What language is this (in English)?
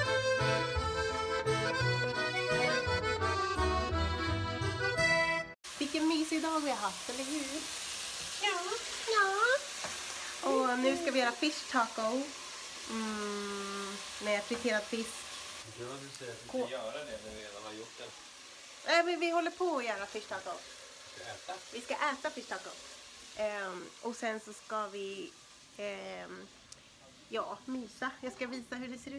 Swedish